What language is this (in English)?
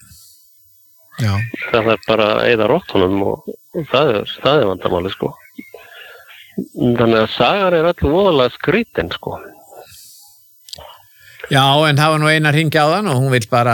Icelandic